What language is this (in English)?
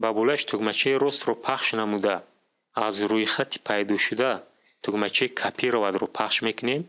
Tajik